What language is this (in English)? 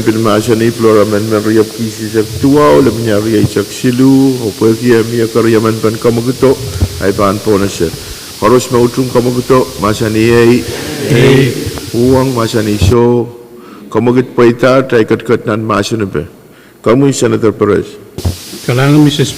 Pohnpeian